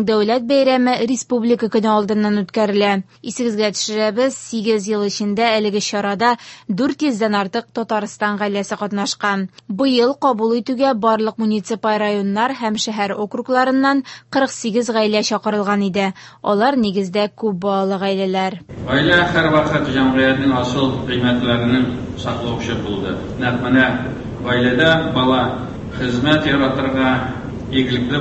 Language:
Tatar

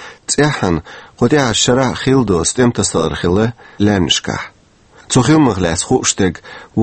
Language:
Chechen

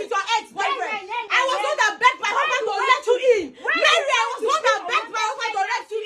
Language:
Nigerian Pidgin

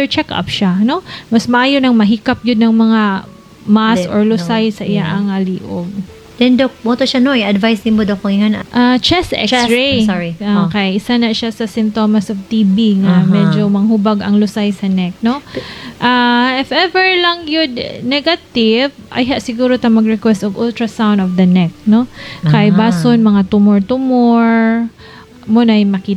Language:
Cebuano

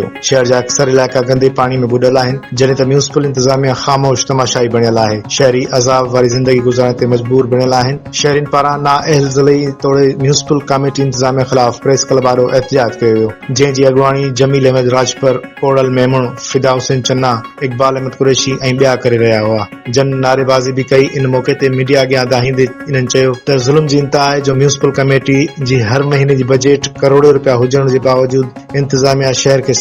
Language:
Sindhi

